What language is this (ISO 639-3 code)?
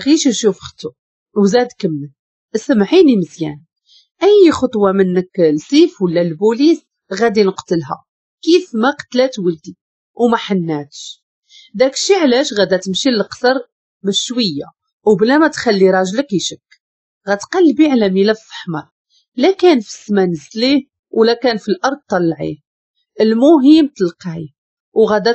ary